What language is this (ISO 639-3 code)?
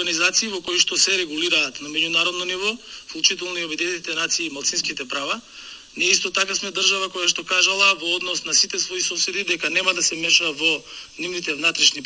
mkd